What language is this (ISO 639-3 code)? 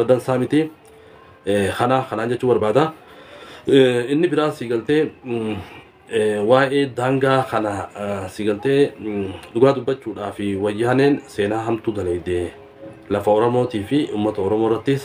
orm